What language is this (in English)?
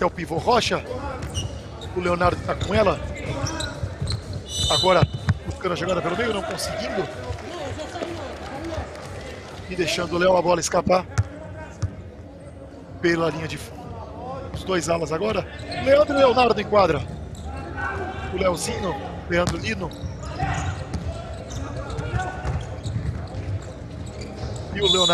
Portuguese